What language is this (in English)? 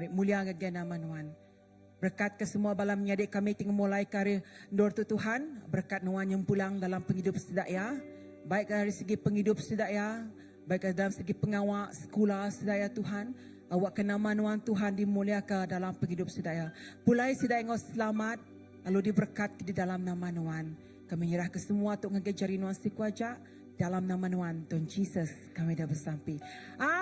Iban